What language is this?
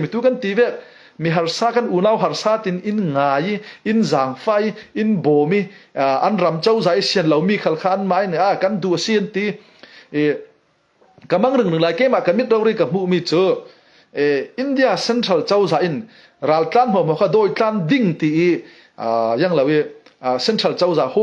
Falam Chin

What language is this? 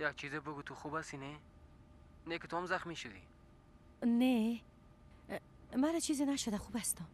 Persian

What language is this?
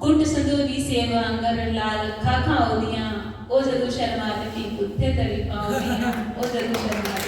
Dogri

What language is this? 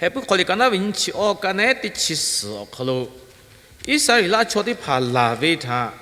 Lahu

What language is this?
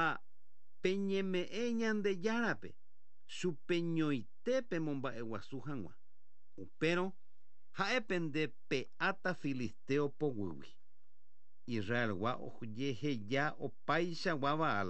Guarani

